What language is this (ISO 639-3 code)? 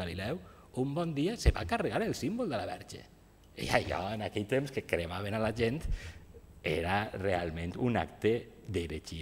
cat